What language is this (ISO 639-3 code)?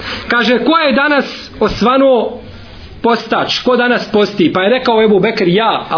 bos